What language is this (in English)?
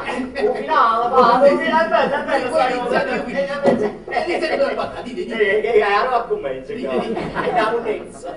Neapolitan